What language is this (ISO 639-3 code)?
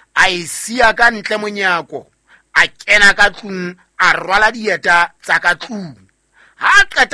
sot